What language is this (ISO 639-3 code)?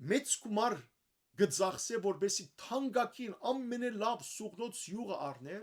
hyw